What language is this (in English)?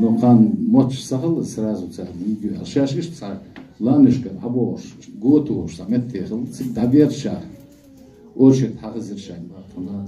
Chechen